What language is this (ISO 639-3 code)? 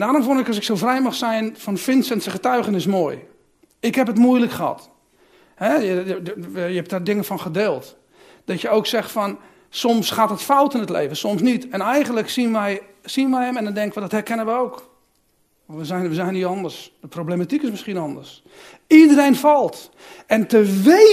nld